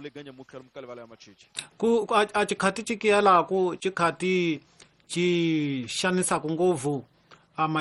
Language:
Tsonga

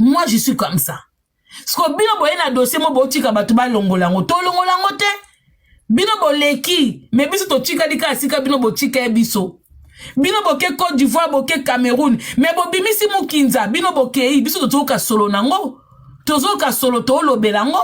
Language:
Lingala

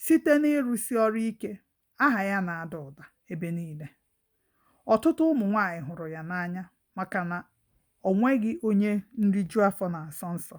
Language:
Igbo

